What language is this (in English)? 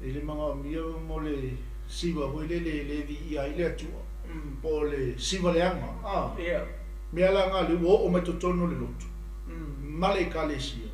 Samoan